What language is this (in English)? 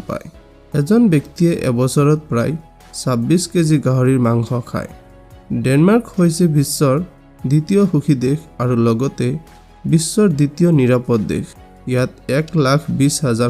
Assamese